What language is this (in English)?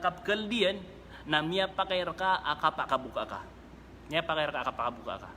Maranao